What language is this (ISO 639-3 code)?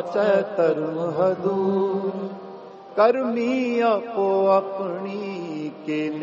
pan